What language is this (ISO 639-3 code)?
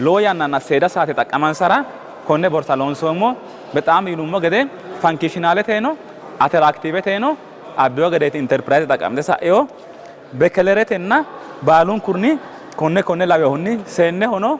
sid